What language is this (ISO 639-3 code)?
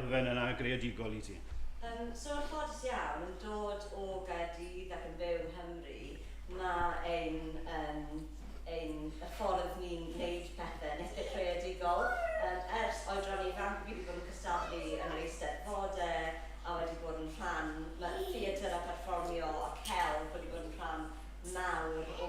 cym